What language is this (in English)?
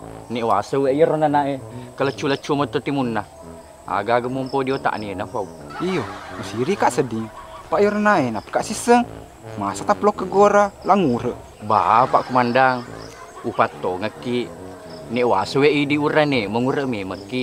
Buginese